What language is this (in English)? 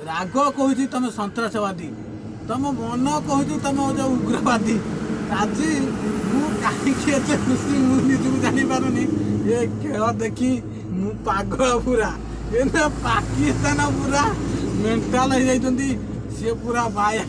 Odia